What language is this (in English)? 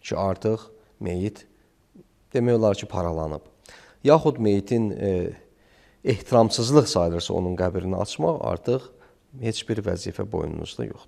Azerbaijani